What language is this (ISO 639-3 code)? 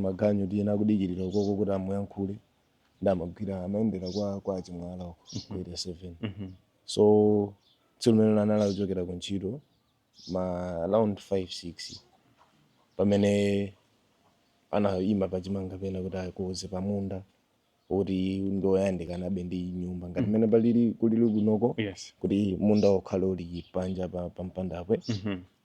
nya